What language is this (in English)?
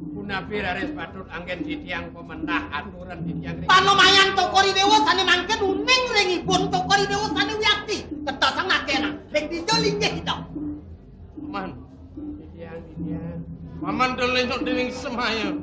Balinese